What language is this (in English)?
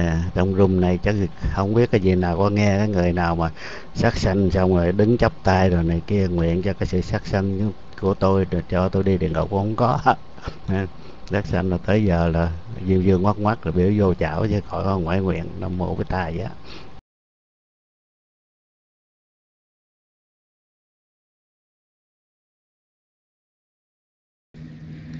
Vietnamese